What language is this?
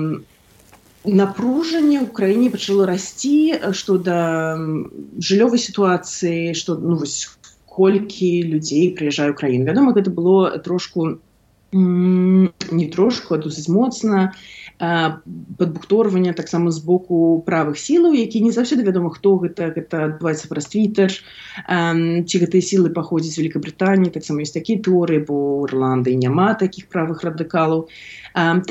Belarusian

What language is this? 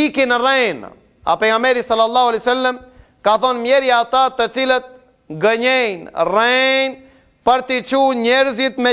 Albanian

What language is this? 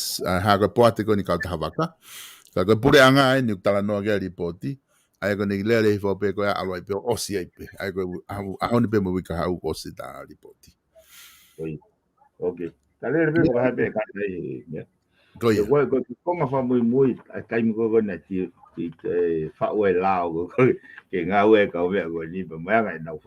Tongan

